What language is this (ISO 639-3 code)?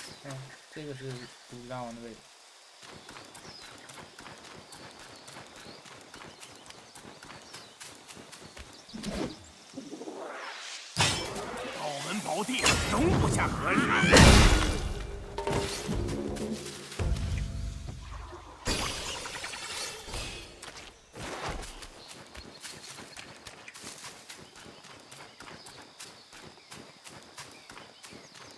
zho